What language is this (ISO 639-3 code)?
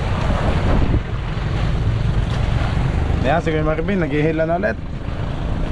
fil